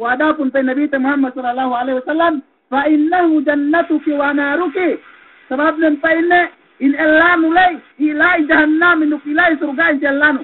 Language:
Yakan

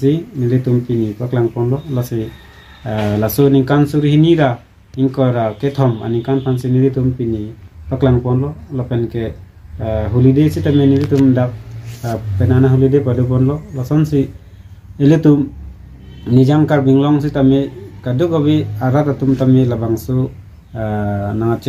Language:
Karbi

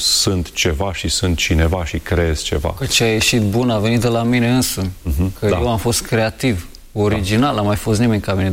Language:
Romanian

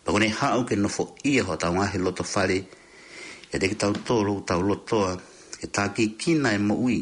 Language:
Tongan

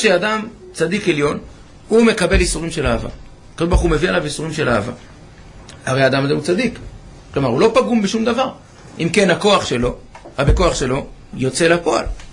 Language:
Hebrew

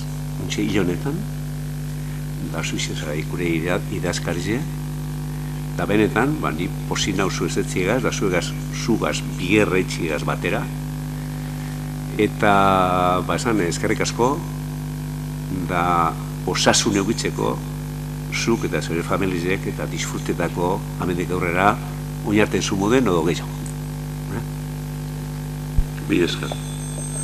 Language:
Basque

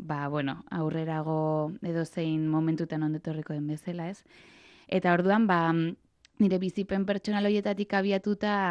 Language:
Basque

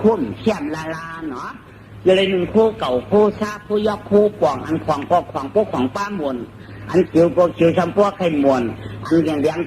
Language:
Shan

